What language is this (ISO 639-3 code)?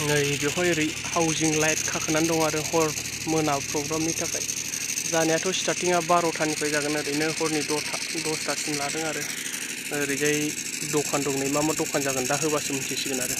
brx